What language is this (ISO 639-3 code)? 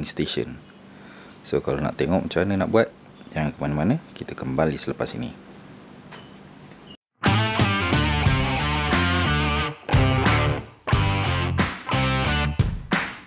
msa